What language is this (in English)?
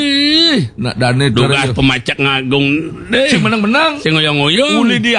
Balinese